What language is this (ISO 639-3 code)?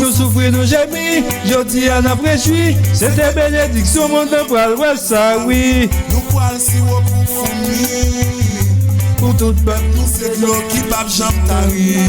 hat